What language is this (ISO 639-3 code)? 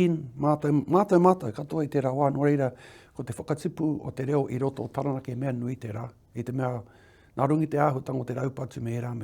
mri